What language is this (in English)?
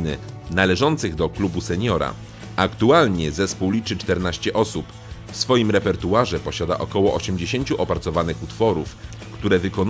Polish